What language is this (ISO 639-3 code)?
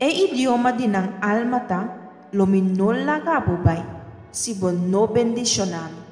pap